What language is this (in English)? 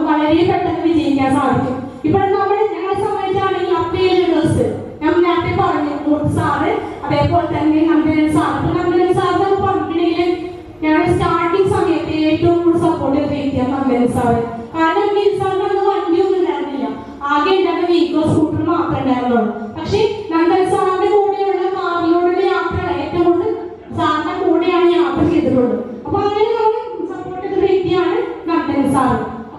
Malayalam